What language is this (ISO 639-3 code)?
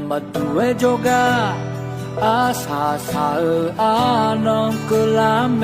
ahk